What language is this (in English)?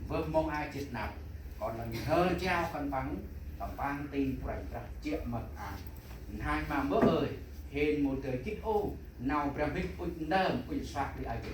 Central Mnong